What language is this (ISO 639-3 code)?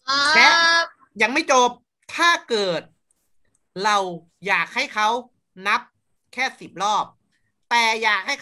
tha